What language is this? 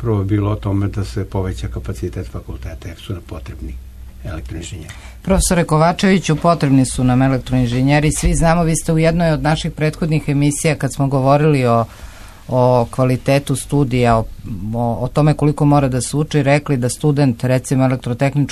Serbian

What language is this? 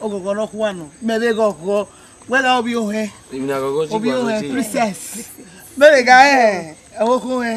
Bini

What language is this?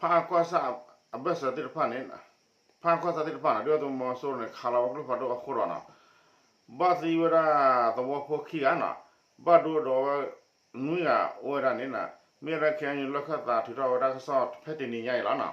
S'gaw Karen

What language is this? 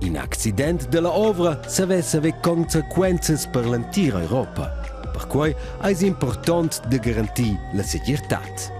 Romansh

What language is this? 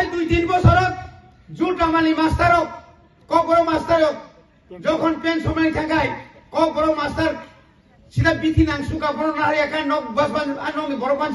Kok Borok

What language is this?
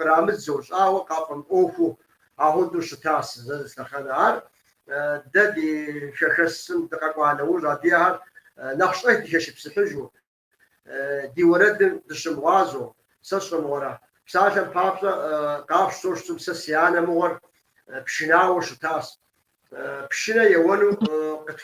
Kabardian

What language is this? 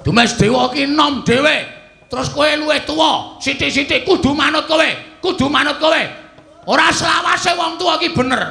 Javanese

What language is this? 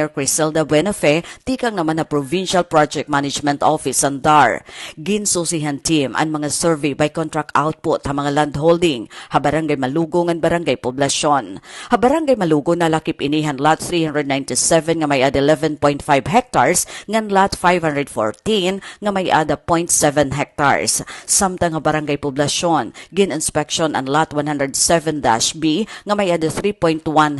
Waray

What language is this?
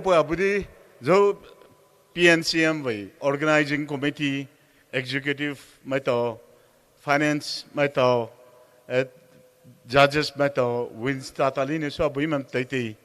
Poumei Naga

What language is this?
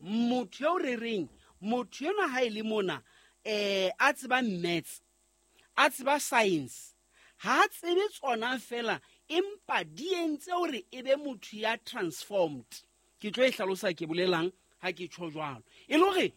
Southern Sotho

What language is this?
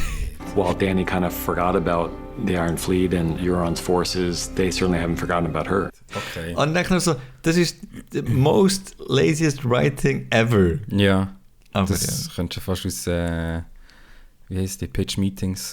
Swiss German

